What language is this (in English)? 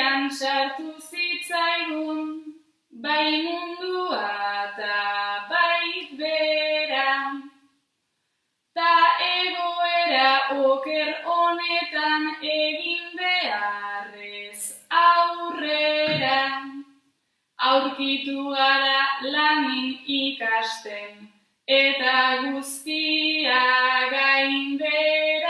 Basque